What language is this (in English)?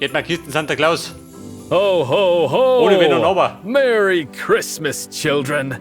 Bavarian